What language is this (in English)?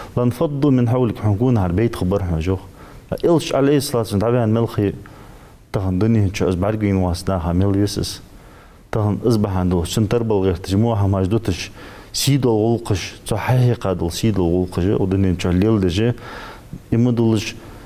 Ingush